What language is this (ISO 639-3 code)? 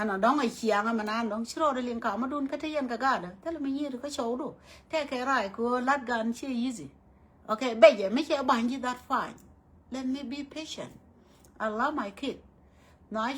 nus